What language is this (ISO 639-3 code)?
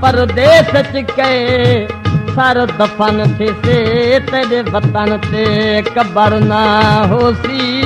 skr